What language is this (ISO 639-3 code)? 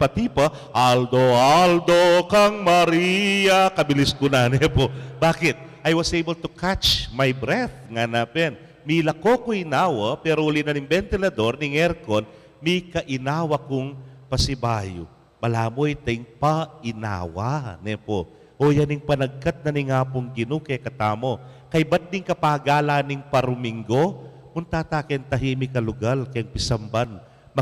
pam